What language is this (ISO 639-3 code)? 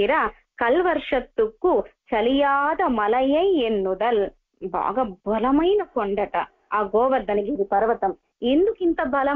tel